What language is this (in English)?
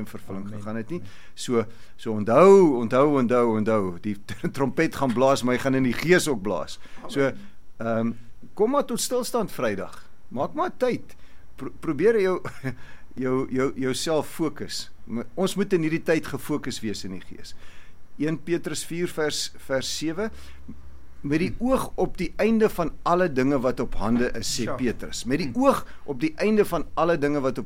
Afrikaans